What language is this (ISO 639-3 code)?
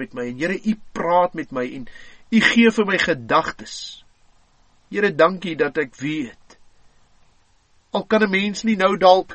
afr